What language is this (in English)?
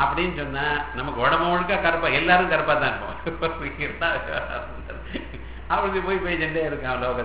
Tamil